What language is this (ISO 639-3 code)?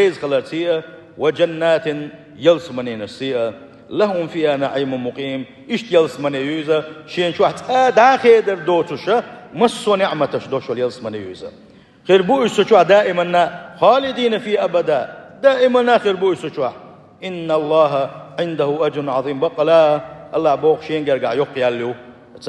che